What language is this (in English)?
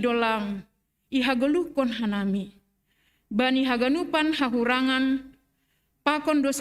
Batak Simalungun